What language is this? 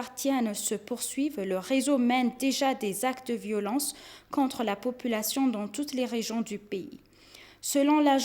French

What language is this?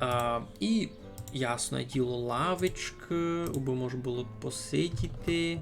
Rusyn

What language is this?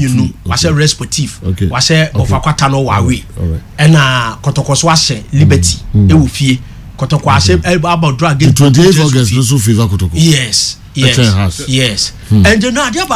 Akan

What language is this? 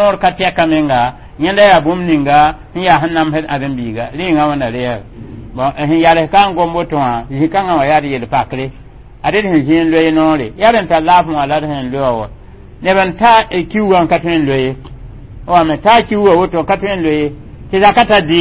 Mossi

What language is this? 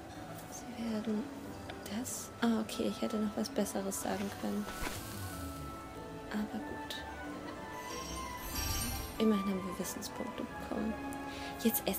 German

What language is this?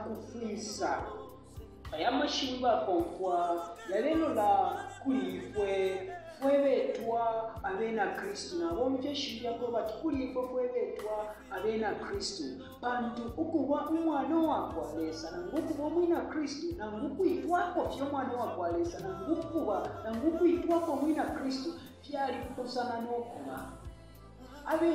Bemba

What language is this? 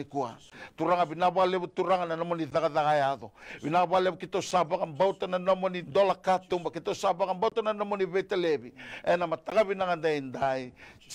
Fijian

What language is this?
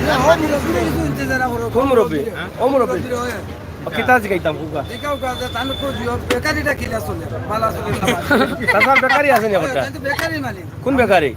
Sylheti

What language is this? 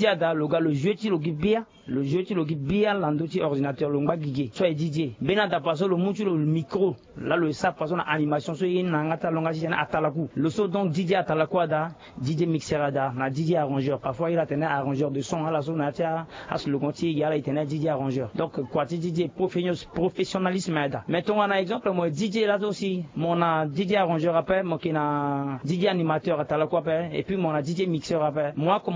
Sango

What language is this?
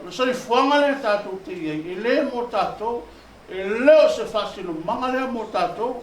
Samoan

